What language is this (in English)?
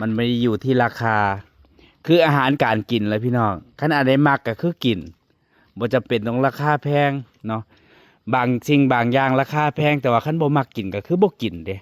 Northeastern Thai